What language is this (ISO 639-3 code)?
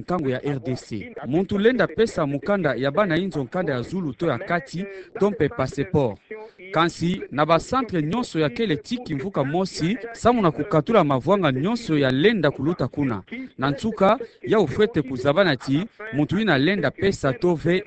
ktu